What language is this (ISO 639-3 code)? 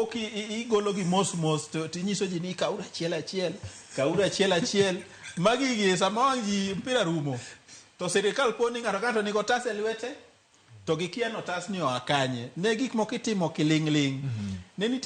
luo